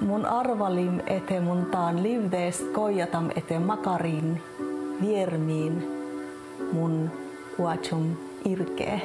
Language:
Inari Sami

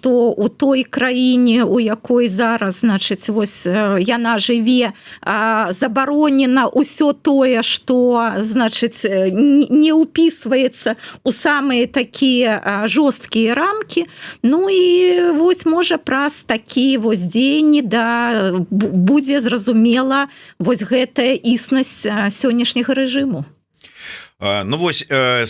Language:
Belarusian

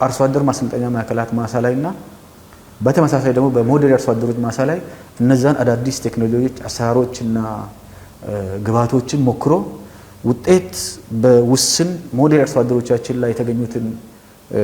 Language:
Amharic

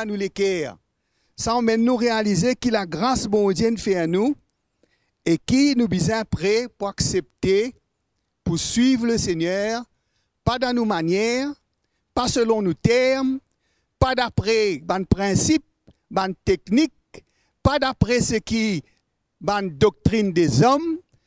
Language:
Morisyen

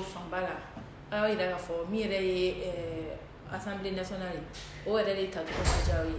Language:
Bambara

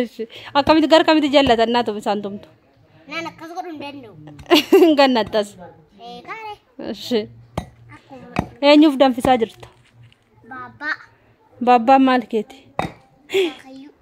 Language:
Oromo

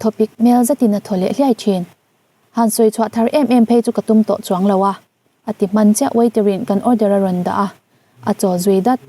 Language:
Mizo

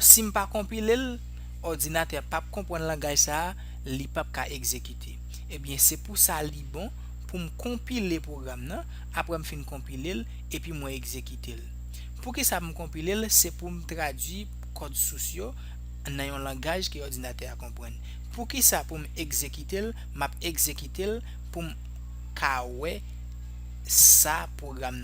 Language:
Haitian Creole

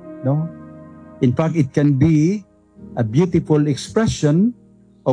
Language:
Cebuano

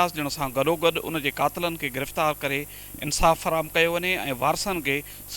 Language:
Sindhi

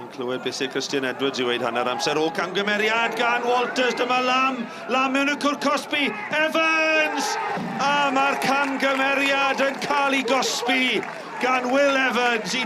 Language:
Welsh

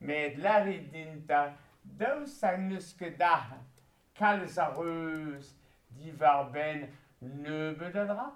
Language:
Breton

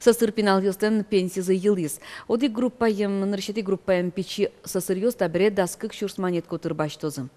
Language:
Udmurt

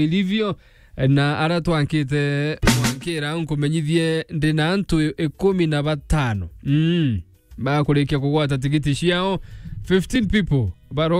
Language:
Meru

